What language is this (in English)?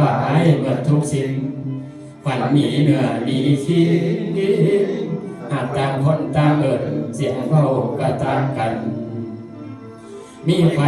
Lao